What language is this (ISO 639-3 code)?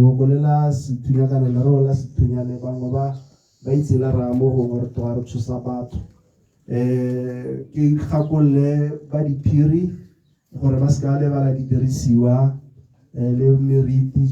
tsn